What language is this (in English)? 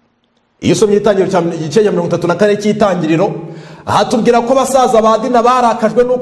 Kinyarwanda